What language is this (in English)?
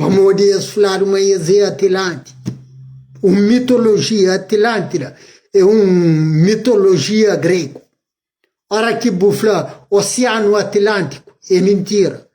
Kabuverdianu